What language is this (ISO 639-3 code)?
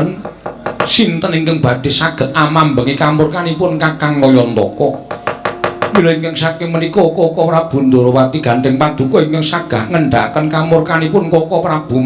jav